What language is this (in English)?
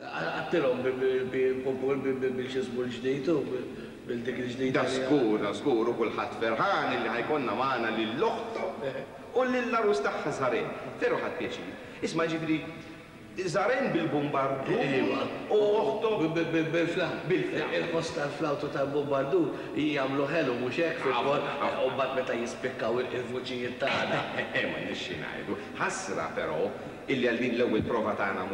Maltese